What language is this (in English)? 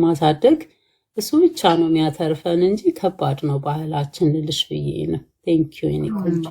Amharic